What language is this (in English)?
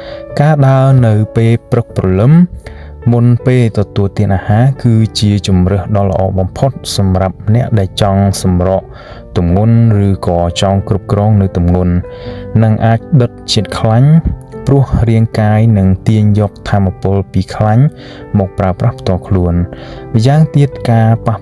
Khmer